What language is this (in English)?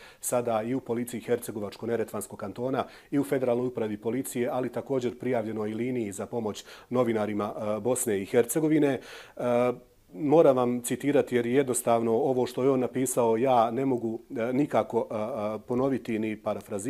Bosnian